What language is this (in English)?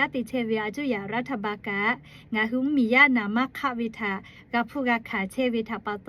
Lahu